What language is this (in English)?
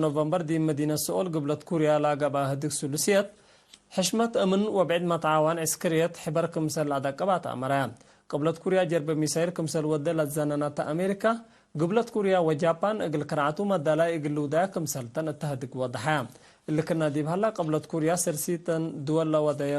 Tigre